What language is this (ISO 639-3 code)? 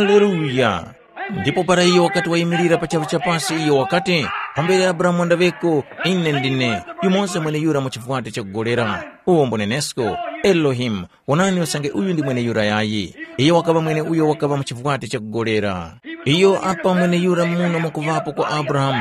tum